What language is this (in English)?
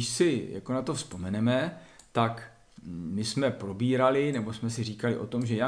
Czech